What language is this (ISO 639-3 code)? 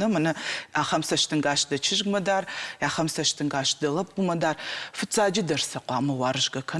oss